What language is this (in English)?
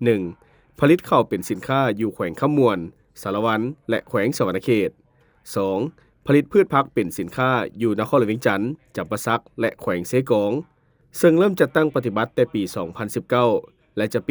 Lao